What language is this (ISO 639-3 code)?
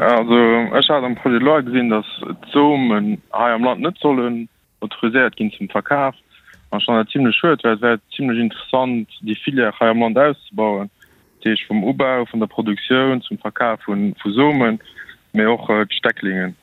ltz